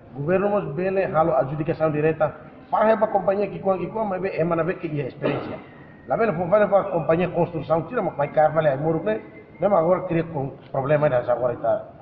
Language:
Tetum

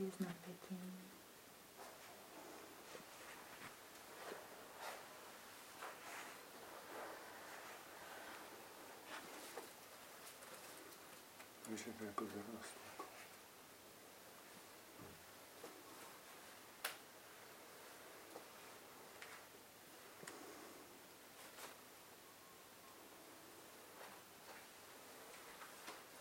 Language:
Czech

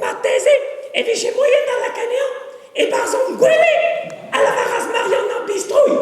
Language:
Breton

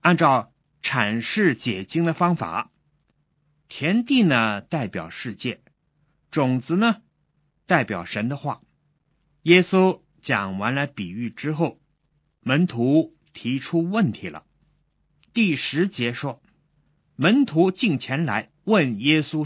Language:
Chinese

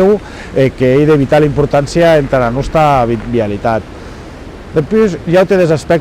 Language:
Occitan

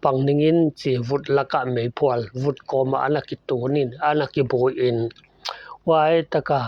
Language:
Paite Chin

